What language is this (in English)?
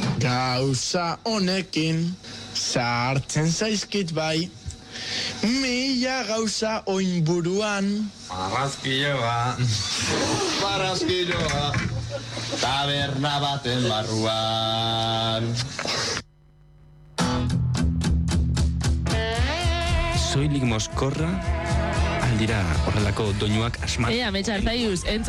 Basque